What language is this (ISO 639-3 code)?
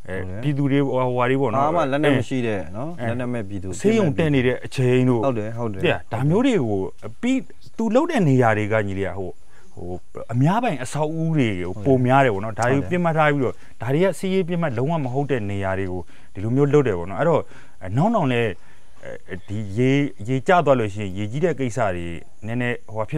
mya